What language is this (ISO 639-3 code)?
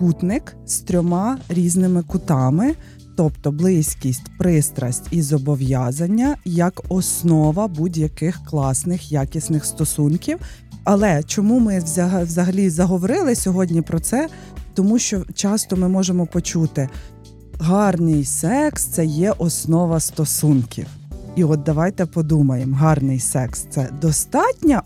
ukr